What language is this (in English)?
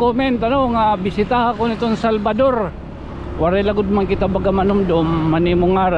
Waray